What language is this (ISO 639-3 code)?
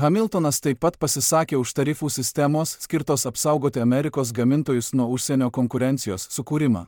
lit